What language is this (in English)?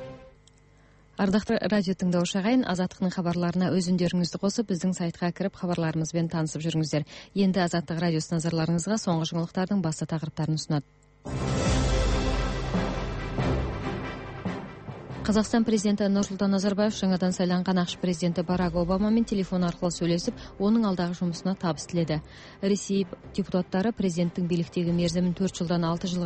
Kazakh